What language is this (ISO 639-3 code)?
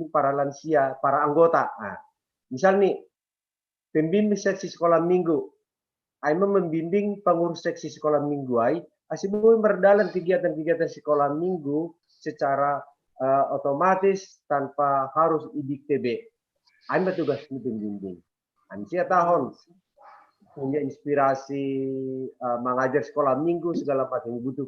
bts